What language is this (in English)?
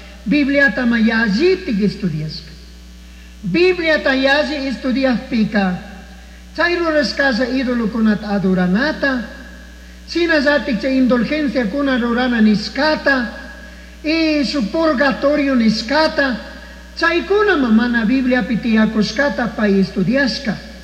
Chimborazo Highland Quichua